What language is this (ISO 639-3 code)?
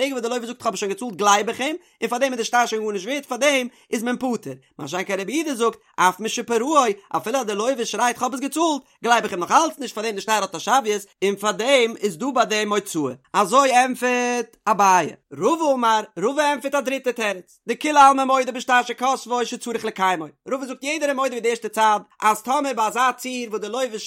yid